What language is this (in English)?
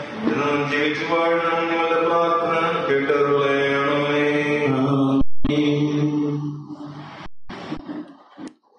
Malayalam